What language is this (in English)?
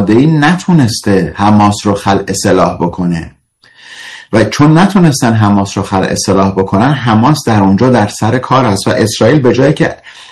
Persian